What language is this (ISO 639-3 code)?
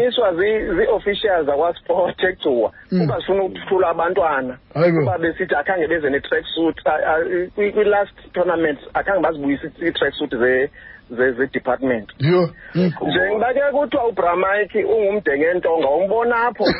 xho